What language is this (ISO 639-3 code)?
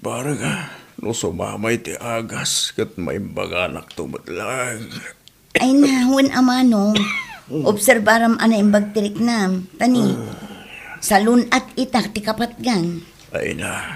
ilo